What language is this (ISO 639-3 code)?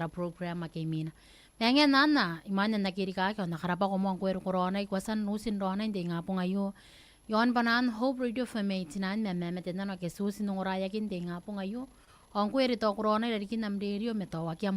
gil